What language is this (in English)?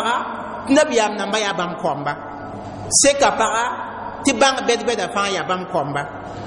Mossi